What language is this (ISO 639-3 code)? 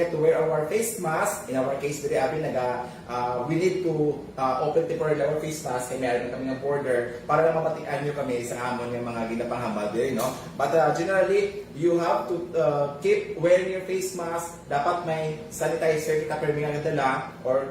hil